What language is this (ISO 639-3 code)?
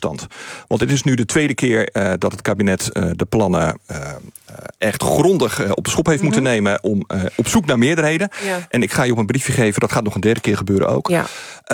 nld